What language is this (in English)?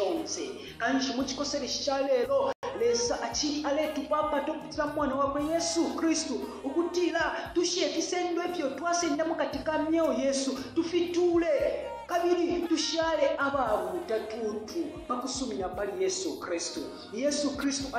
Bemba